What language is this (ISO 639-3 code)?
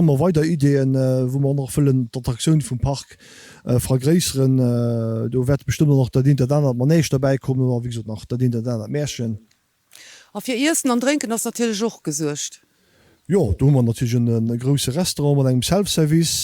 ltz